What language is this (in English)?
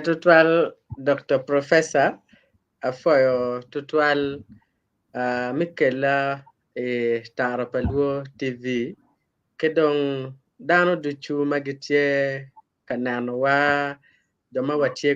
Acoli